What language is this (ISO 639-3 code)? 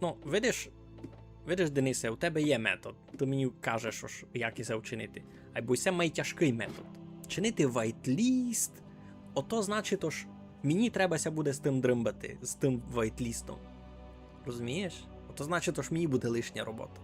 rue